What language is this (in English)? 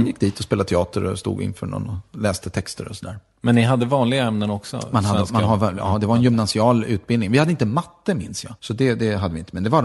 Swedish